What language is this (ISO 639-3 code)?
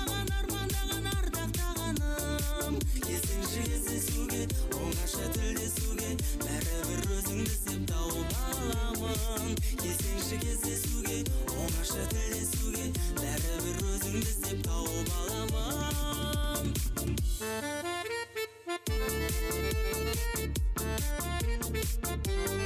kaz